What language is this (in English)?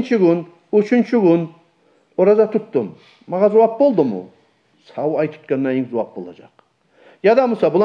Kumyk